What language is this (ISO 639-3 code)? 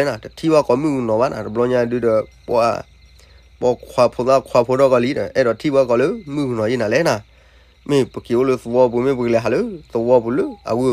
ksw